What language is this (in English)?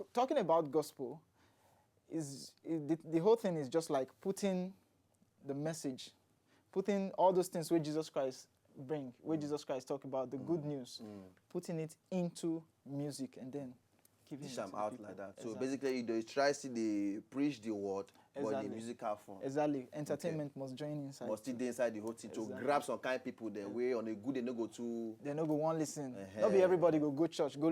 Nigerian Pidgin